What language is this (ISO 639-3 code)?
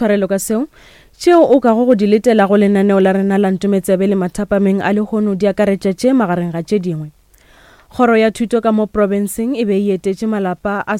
nso